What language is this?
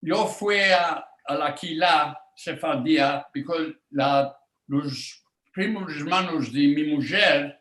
Ladino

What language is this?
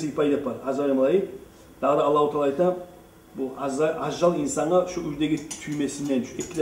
Kumyk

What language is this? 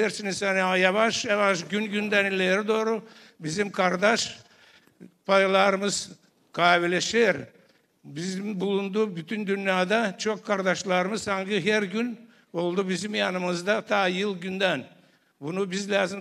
Gagauz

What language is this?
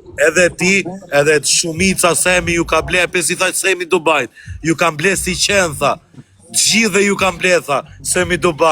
Albanian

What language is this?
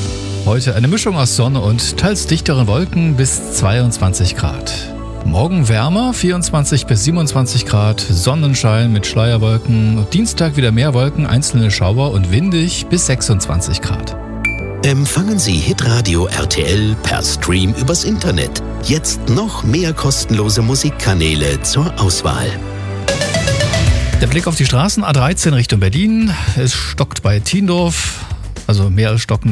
German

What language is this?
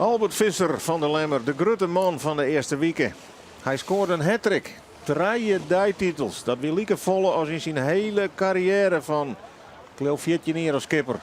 Western Frisian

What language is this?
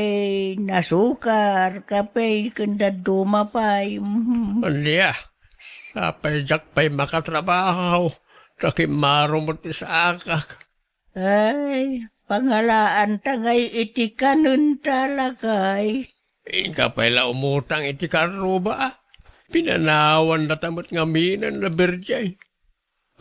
Iloko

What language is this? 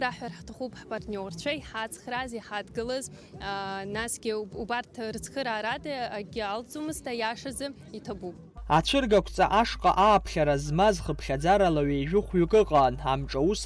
Abkhazian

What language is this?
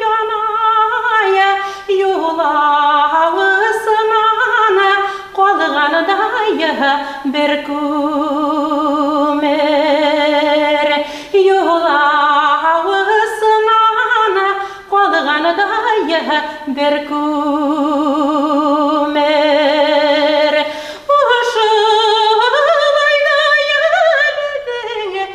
Bashkir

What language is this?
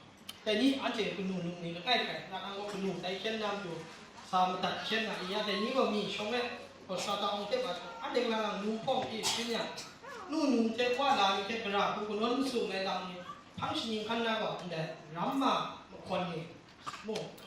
Kachin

